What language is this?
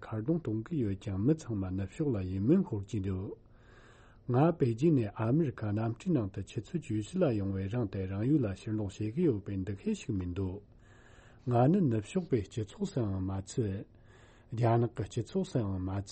Tibetan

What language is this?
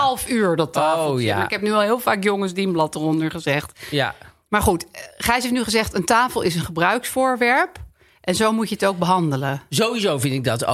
Dutch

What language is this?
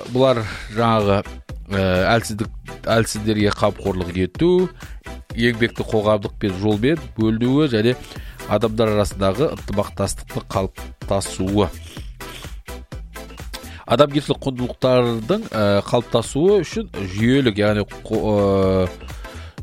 Kazakh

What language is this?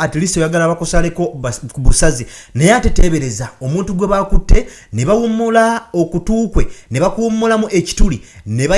Ganda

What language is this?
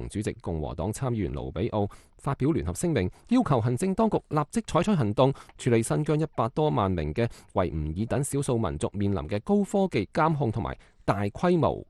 Cantonese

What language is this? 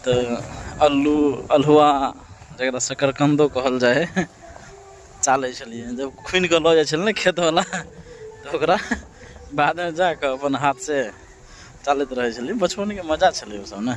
Maithili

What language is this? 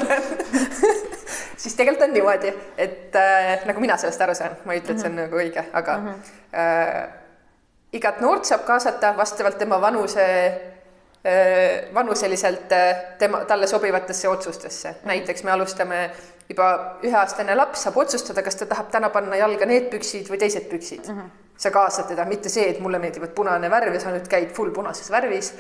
Estonian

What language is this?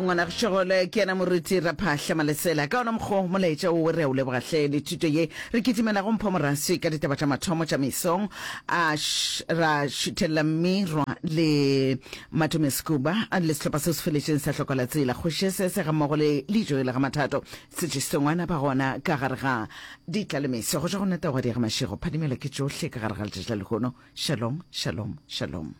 Northern Sotho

